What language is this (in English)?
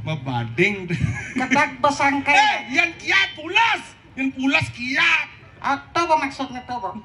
Balinese